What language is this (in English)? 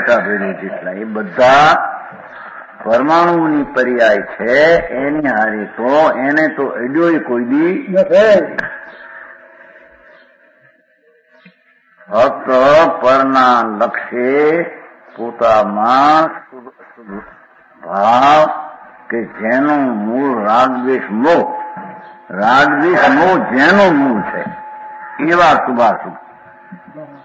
Gujarati